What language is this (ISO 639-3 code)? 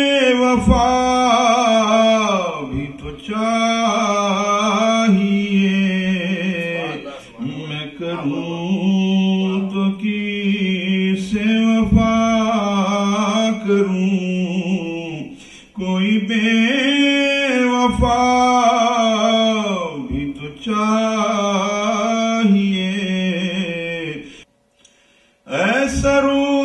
urd